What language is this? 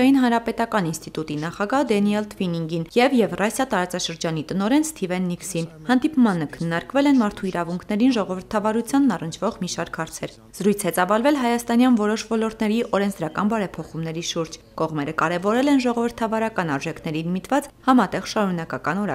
Armenian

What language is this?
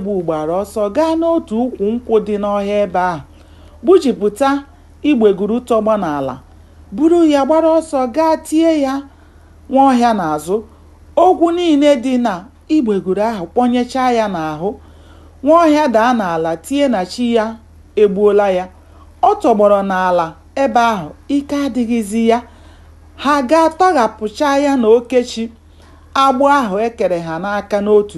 Igbo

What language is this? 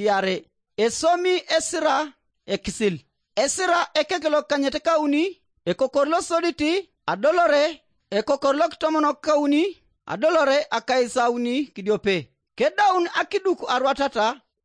Teso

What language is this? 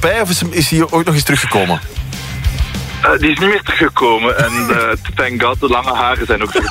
Dutch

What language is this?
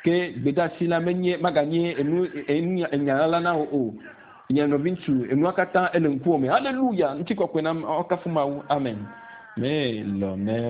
Ewe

